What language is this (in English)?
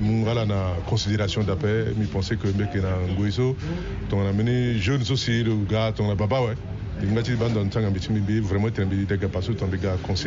Sango